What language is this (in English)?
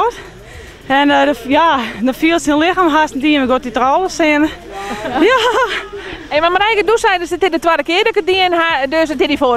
Western Frisian